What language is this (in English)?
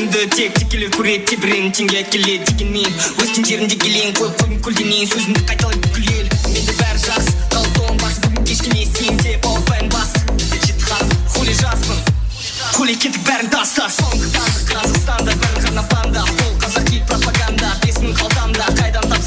Kara-Kalpak